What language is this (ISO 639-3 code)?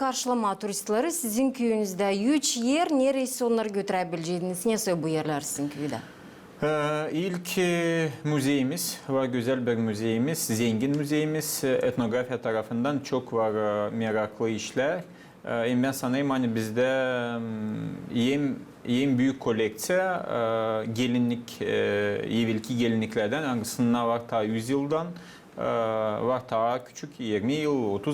gag